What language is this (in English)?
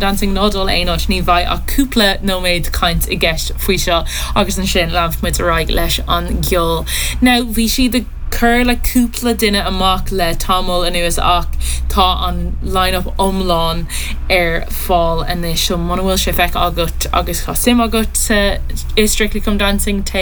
Irish